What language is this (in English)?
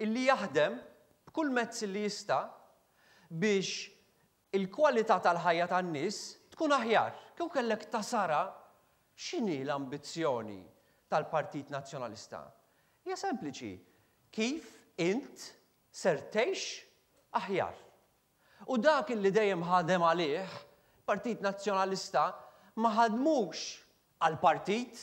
Maltese